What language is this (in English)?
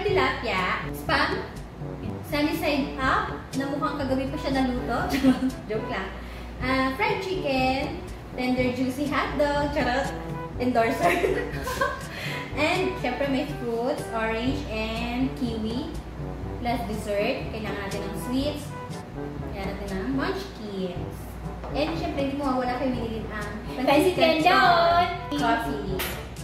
Filipino